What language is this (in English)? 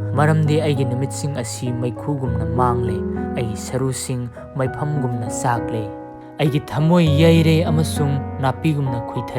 Manipuri